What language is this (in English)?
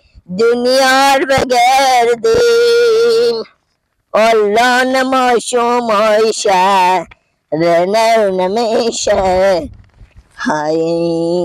Persian